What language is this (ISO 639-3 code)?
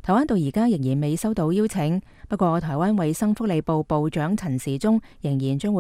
yue